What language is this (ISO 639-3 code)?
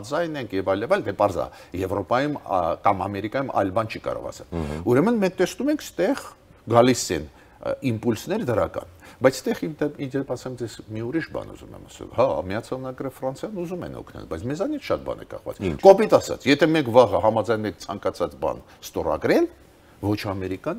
hye